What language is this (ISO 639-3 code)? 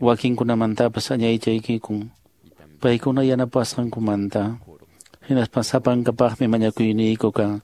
que